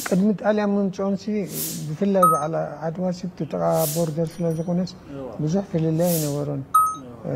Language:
Tigrinya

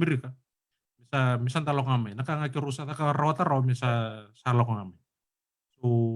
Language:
Fijian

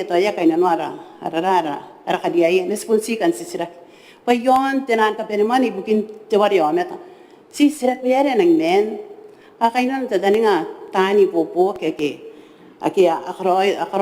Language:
Gilbertese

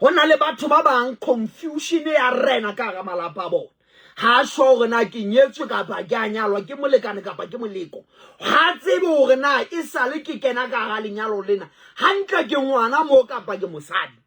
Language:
Southern Sotho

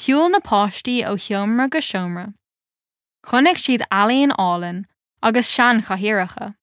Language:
Irish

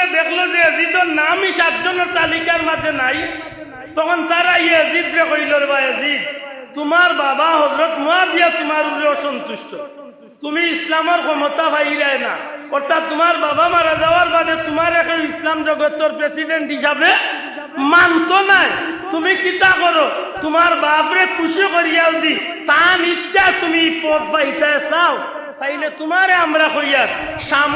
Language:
Sylheti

